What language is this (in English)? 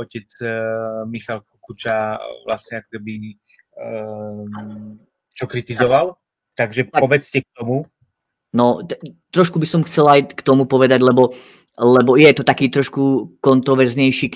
Slovak